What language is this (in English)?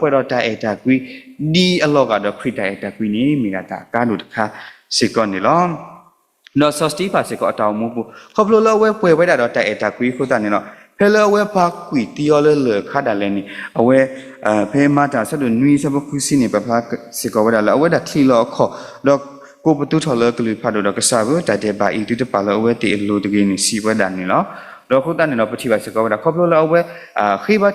S'gaw Karen